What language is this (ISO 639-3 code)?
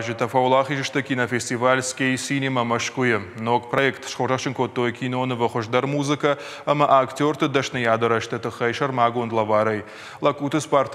oss